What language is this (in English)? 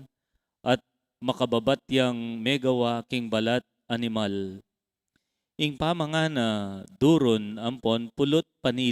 Pampanga